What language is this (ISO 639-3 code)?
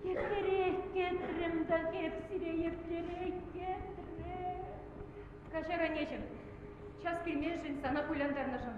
chv